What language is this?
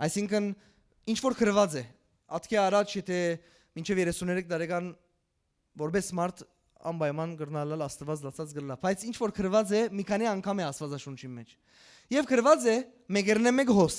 Western Armenian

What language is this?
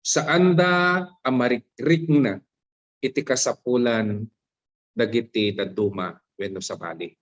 Iloko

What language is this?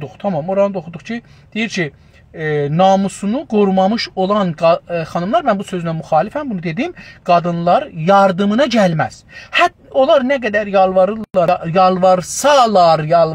South Azerbaijani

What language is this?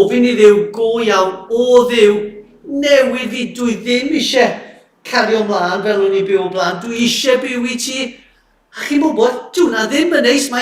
Welsh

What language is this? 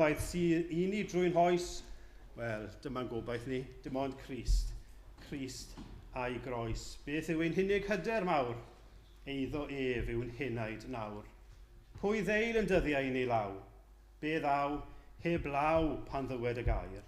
Welsh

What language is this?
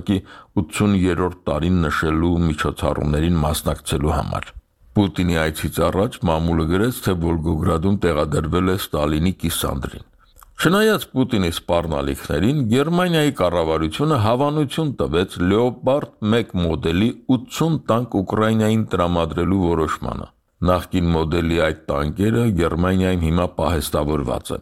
Armenian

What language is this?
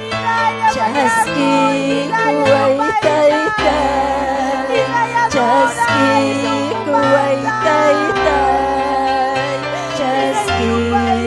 Ayacucho Quechua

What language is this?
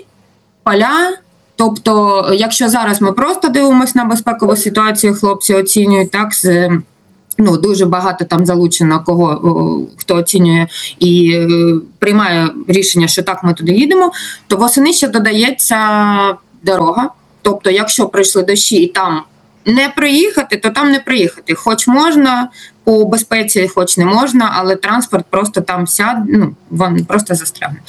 Ukrainian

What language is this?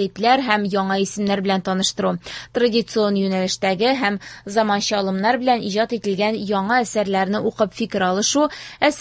Tatar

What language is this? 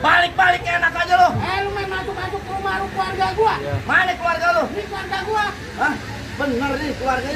Betawi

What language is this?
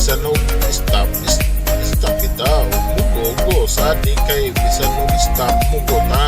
Cebuano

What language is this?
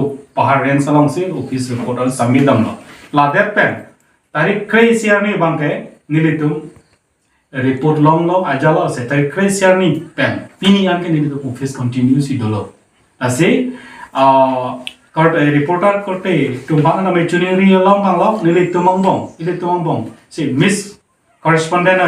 Karbi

